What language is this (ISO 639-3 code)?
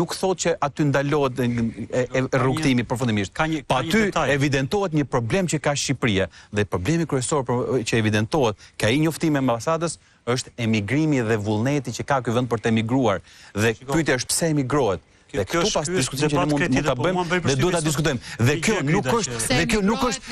sqi